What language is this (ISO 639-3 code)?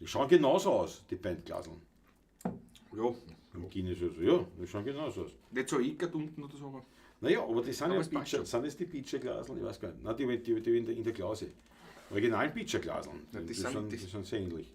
bar